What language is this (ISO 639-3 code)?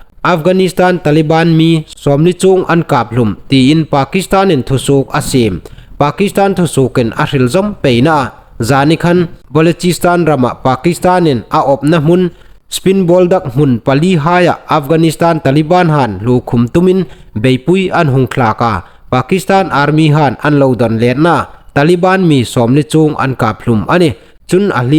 hmr